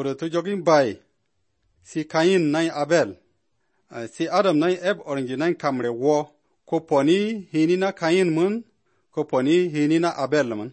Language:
Slovenian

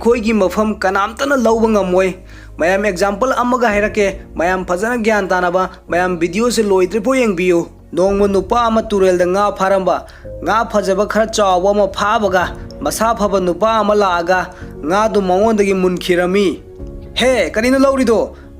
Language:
Manipuri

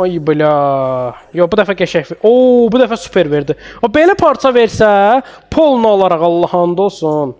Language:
Azerbaijani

